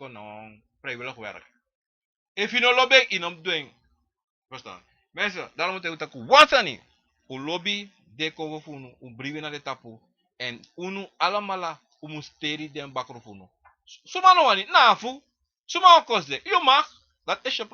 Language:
Sranan Tongo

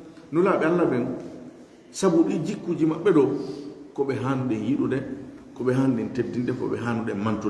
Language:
Fula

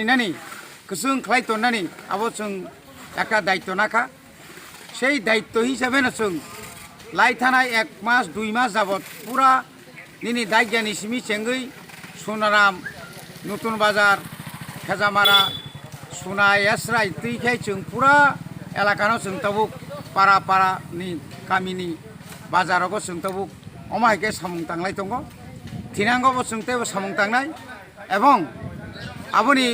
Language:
Kok Borok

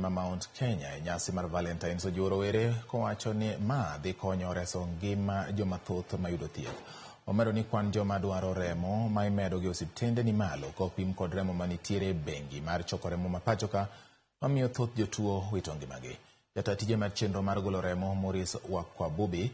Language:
Luo (Kenya and Tanzania)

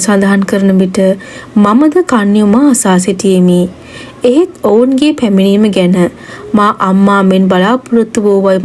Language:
Sinhala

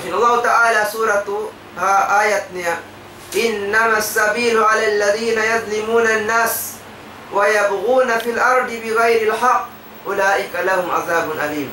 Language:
Tausug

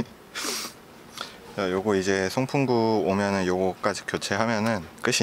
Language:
Korean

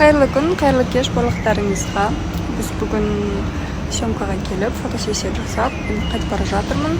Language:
Kazakh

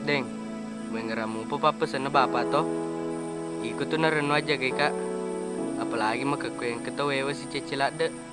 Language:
Buginese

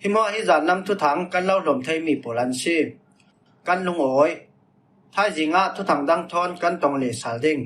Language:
Falam Chin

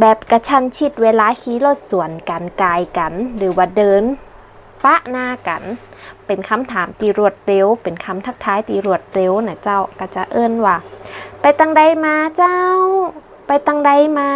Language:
Northern Thai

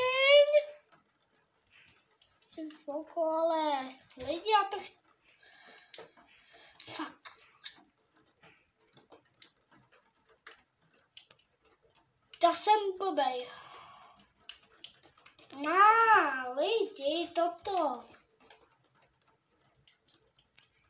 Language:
Czech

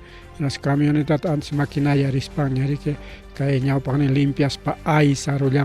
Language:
Ayacucho Quechua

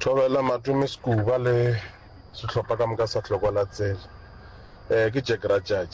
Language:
Northern Sotho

